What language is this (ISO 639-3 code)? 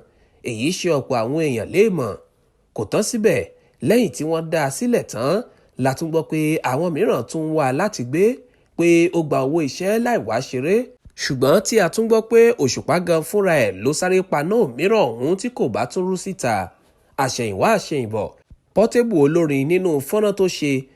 yor